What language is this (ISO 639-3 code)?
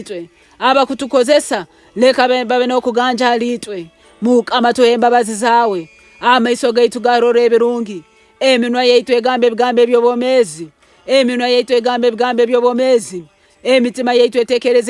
nyo